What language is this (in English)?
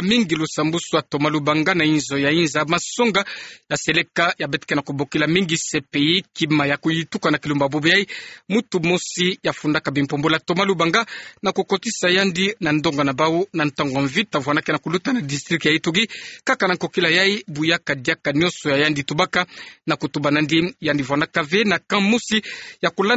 Kituba (Democratic Republic of Congo)